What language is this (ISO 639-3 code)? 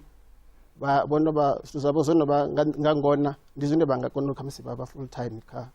ven